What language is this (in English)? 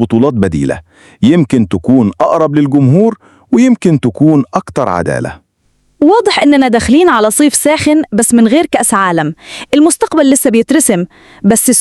Egyptian Arabic